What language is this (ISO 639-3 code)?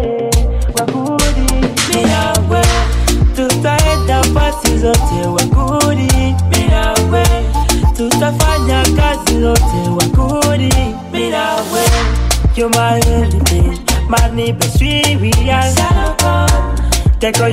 swa